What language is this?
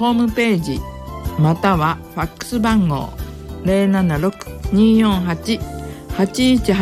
Japanese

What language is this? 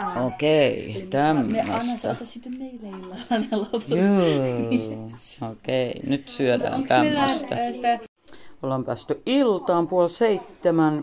Finnish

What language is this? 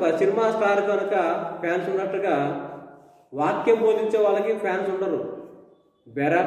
Telugu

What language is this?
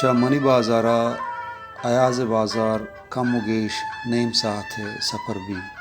Baluchi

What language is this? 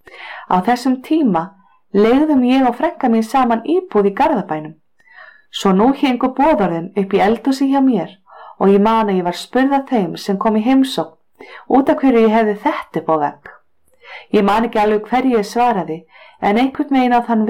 Icelandic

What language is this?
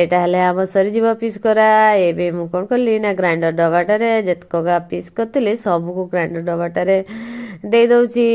Odia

